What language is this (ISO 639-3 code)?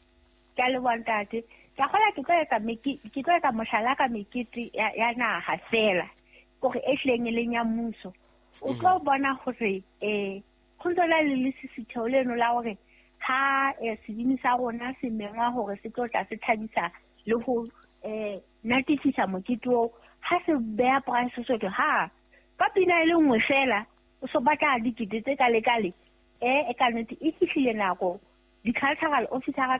sot